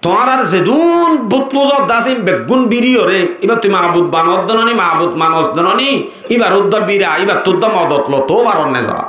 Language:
Rohingya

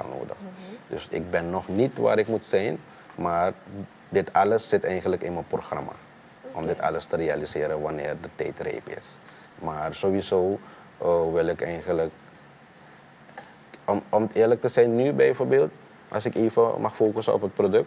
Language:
Dutch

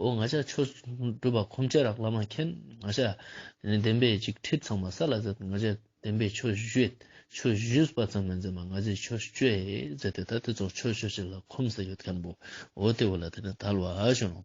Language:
Ladakhi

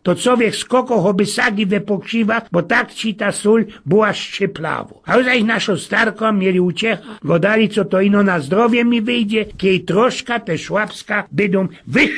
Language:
Silesian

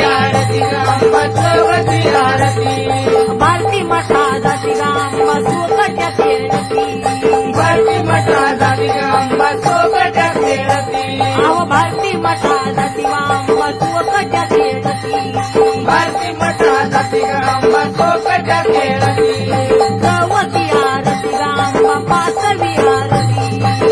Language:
Marathi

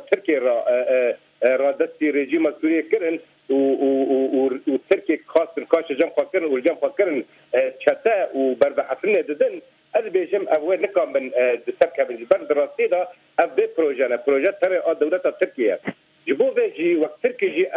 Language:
Kurdish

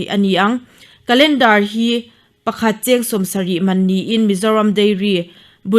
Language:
Mizo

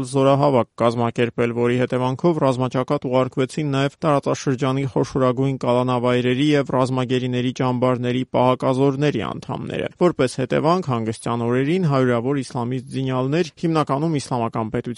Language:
Armenian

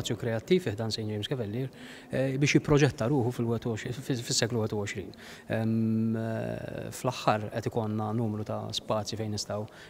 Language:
Maltese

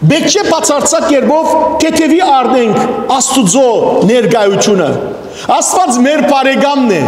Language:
Western Armenian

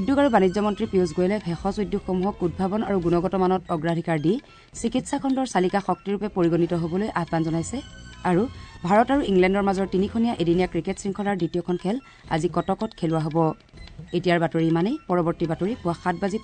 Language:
Assamese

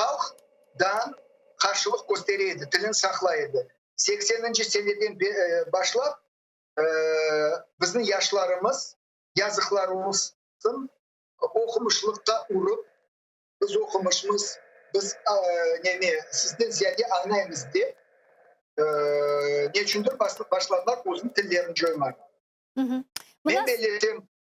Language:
Crimean Tatar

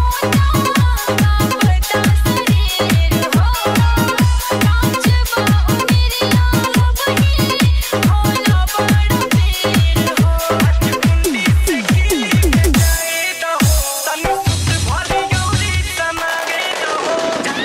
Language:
Bhojpuri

